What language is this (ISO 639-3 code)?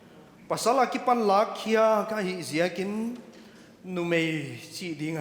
pck